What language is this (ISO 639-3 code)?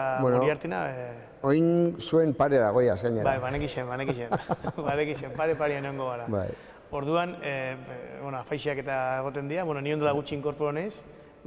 eus